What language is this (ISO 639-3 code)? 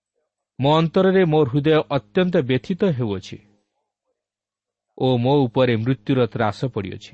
ori